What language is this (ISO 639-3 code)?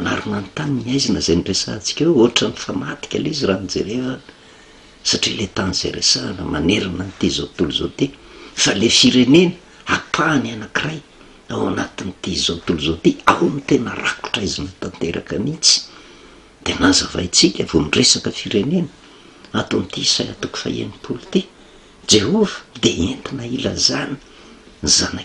mlg